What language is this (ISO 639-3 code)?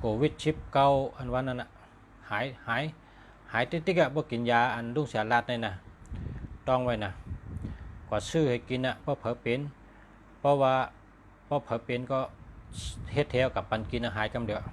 shn